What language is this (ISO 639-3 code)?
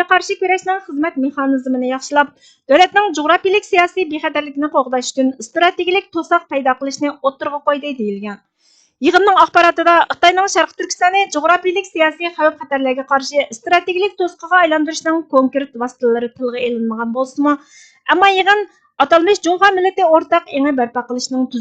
uig